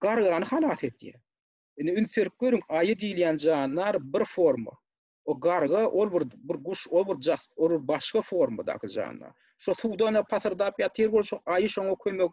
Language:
Turkmen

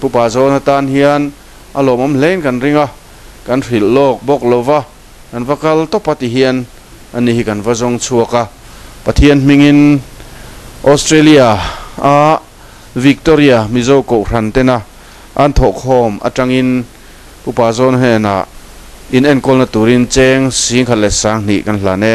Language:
Mizo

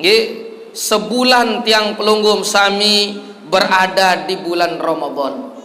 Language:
Sasak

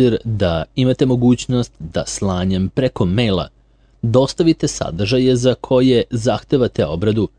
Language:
Serbian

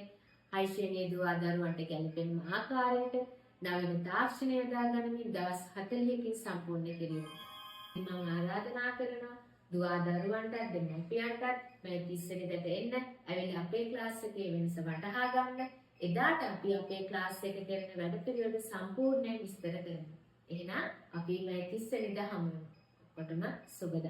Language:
Sinhala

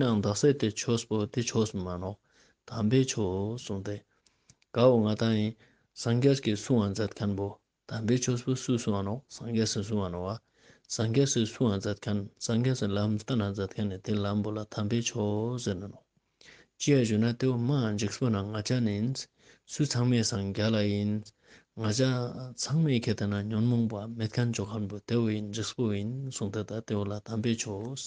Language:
Ladakhi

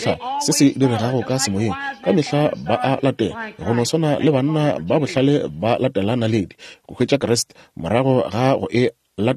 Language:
Northern Sotho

